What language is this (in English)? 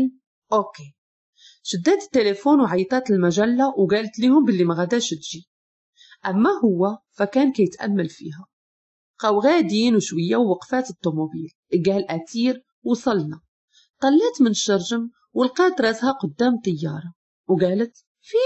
Moroccan Arabic